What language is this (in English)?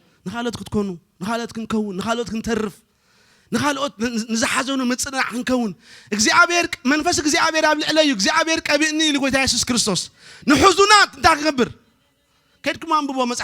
Tigrinya